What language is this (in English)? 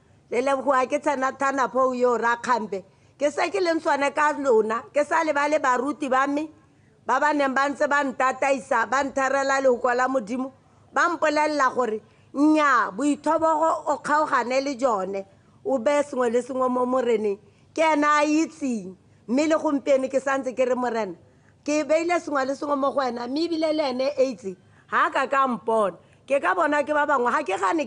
Tswana